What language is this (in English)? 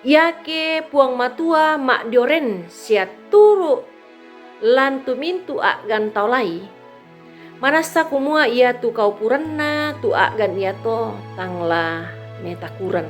Toraja-Sa'dan